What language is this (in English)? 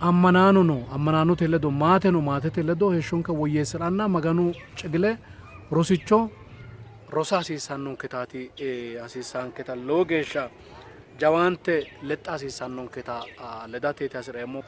Sidamo